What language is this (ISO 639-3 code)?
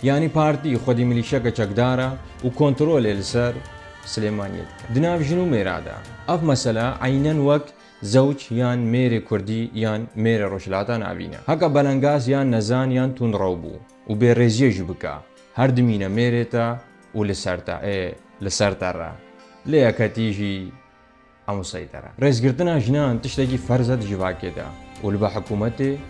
kur